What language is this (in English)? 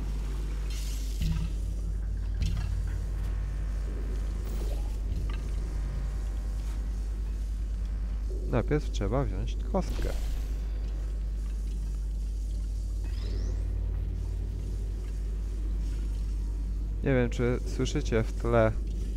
Polish